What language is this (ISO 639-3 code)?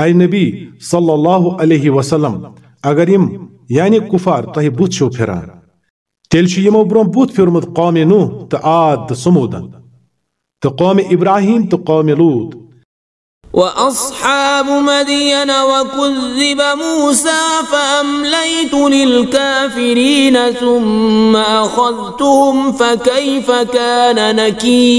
kas